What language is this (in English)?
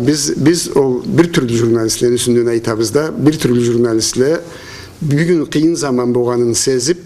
Karachay-Balkar